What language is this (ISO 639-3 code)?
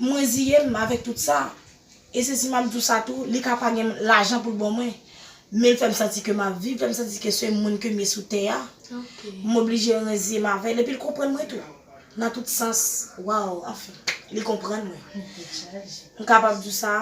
hat